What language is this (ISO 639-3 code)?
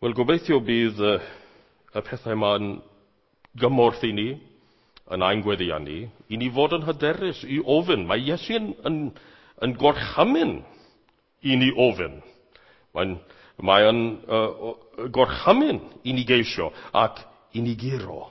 cym